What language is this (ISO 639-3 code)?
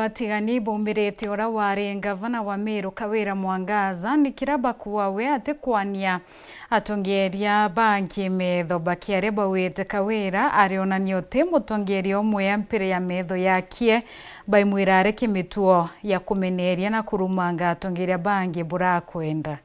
mer